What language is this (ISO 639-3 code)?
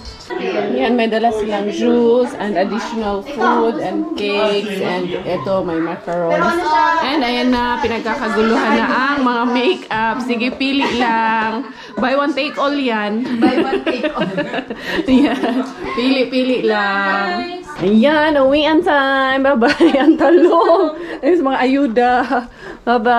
fil